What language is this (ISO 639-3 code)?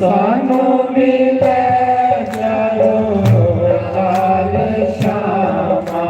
doi